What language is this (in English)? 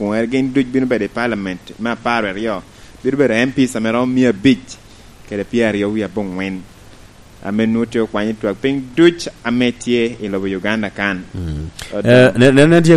Lango (Uganda)